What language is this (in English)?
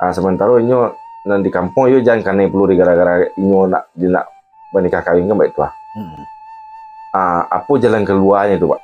Minangkabau